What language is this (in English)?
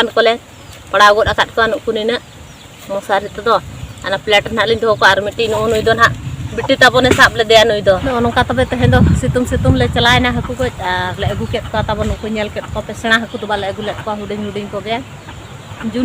Santali